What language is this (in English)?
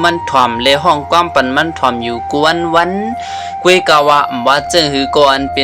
Shan